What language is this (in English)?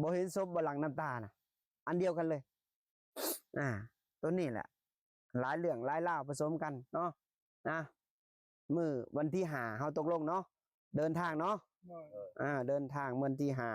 Lao